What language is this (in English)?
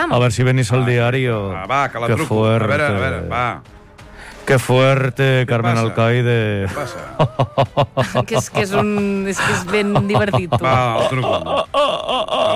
Catalan